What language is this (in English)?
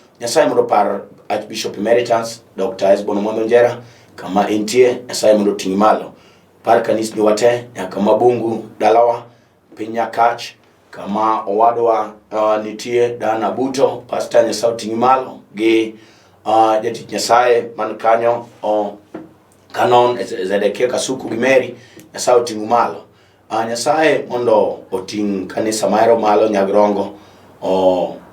Luo (Kenya and Tanzania)